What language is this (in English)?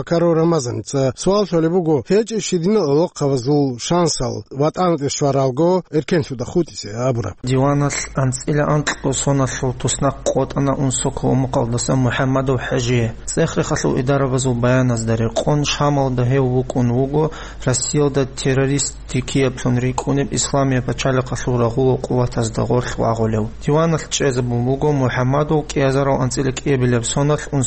Avaric